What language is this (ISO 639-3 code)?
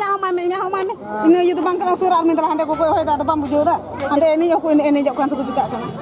sat